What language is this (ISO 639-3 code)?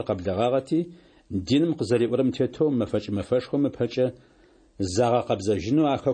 ady